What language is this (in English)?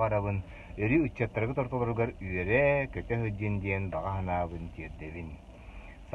Yakut